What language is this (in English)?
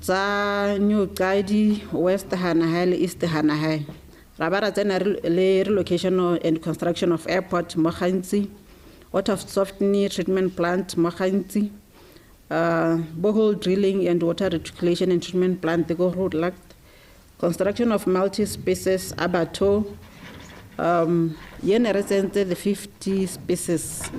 Tswana